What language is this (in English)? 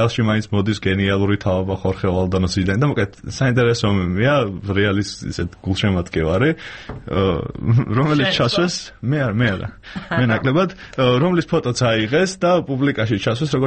Georgian